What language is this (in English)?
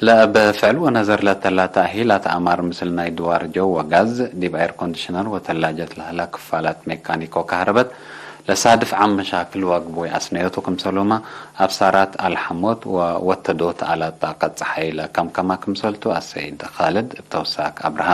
Tigre